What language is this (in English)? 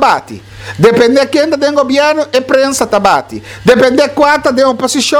Papiamento